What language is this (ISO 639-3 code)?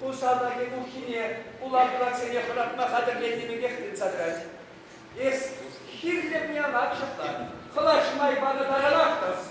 chv